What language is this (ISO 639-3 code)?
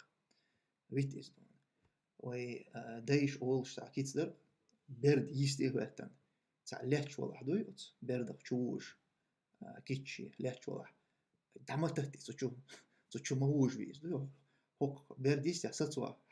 che